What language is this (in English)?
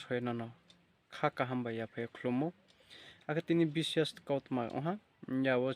Riang (India)